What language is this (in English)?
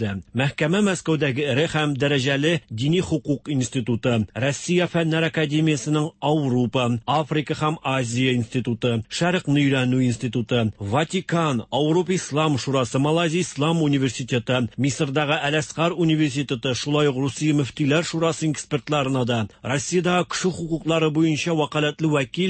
Tatar